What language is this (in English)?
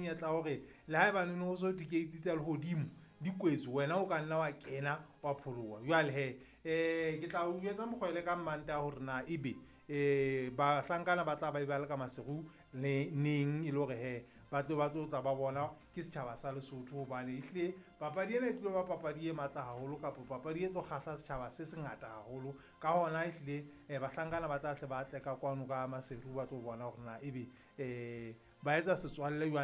Southern Sotho